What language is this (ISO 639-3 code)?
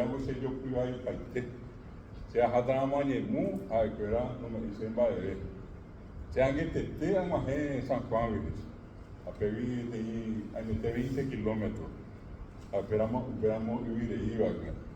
grn